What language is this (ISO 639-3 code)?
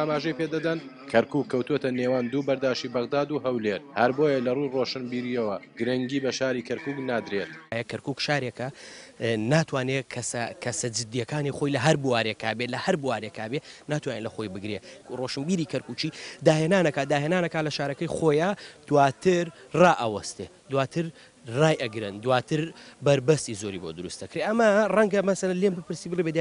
ckb